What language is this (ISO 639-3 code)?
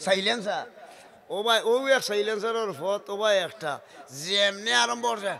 syl